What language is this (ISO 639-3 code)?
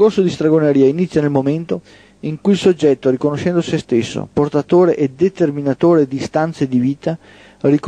ita